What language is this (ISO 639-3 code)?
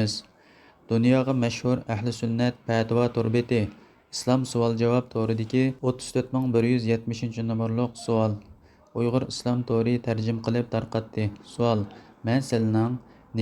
uig